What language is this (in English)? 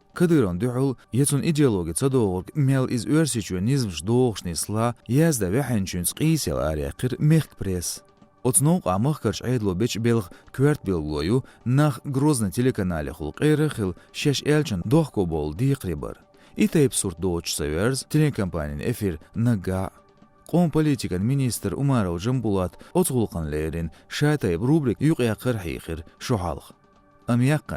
Chechen